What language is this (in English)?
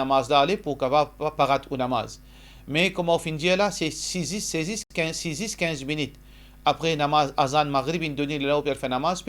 Morisyen